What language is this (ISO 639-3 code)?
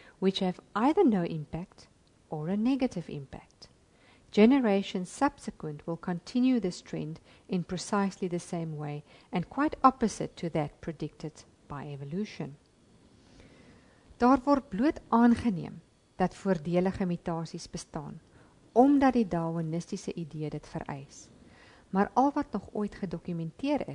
afr